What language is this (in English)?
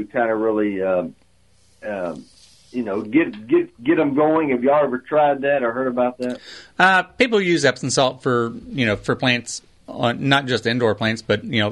English